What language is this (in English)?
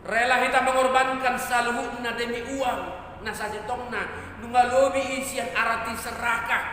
Batak Toba